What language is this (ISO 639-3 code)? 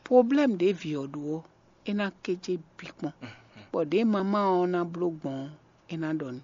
fon